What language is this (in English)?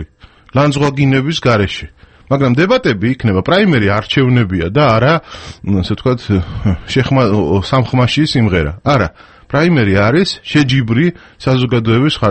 Georgian